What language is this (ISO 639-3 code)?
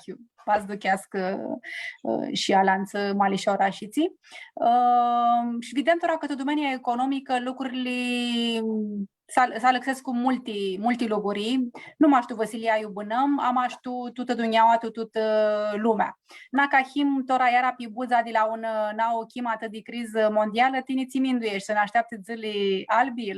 rup